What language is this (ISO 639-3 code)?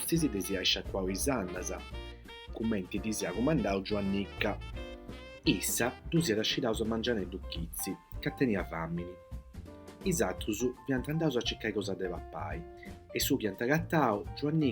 srd